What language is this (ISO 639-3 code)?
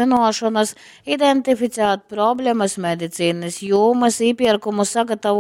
ltg